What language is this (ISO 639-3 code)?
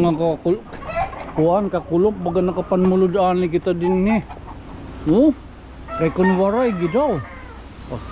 war